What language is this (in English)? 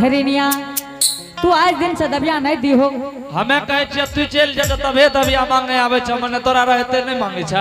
Angika